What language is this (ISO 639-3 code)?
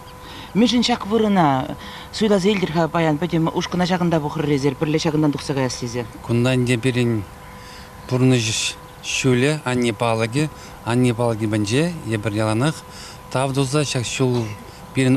chv